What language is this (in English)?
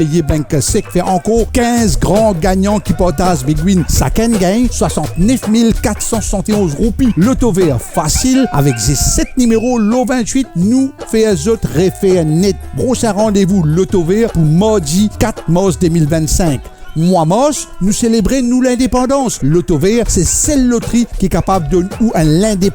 Morisyen